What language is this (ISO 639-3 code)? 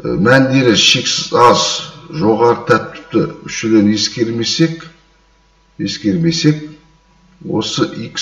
kaz